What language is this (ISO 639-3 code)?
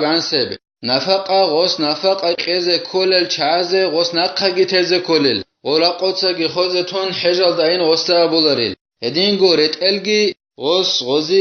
ava